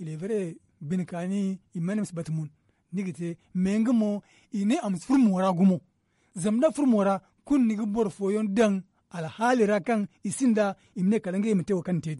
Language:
Zarma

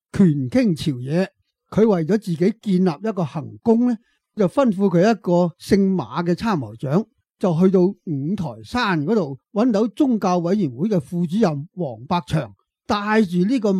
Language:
Cantonese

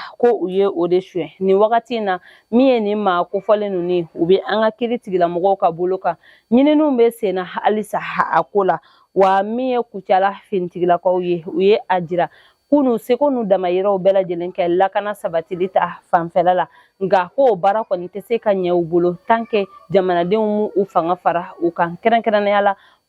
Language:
Bambara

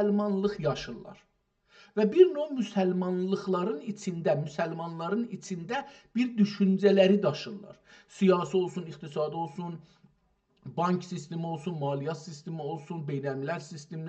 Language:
South Azerbaijani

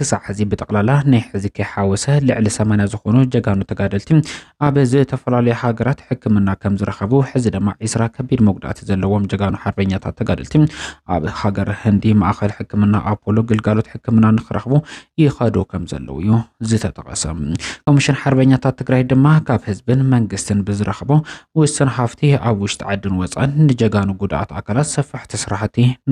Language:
Tigrinya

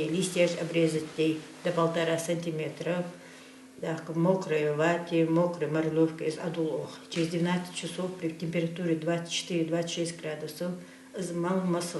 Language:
Ingush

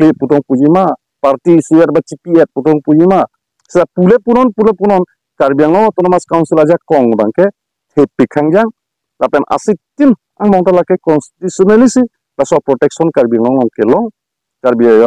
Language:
Karbi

